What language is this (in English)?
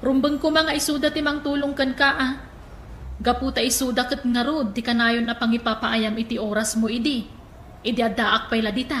Iloko